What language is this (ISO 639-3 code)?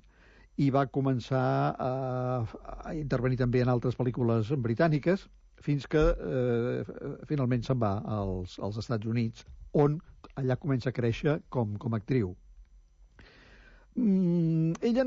cat